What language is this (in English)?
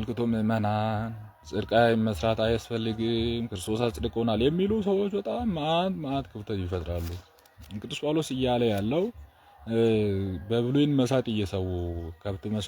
Amharic